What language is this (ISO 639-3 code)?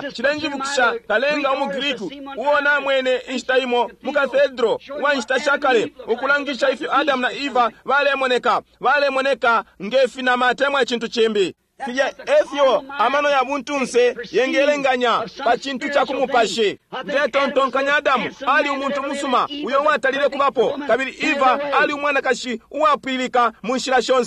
bem